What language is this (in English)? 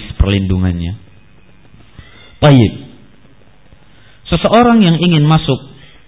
Indonesian